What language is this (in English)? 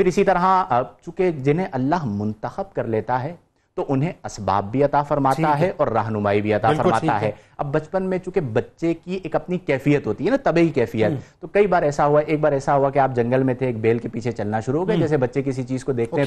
Urdu